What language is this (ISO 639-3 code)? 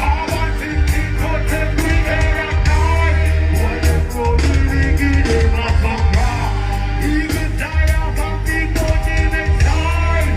jam